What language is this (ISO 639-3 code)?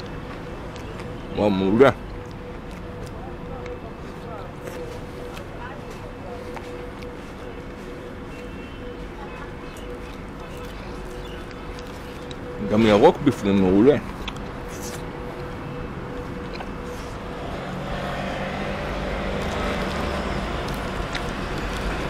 heb